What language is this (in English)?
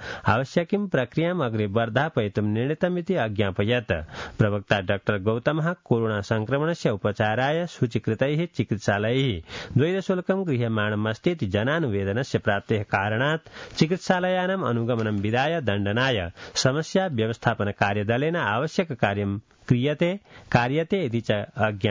Sanskrit